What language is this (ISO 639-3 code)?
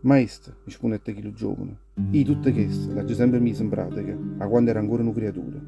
nap